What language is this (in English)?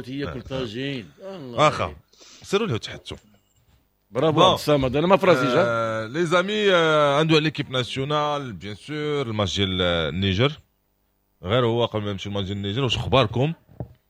Moroccan Arabic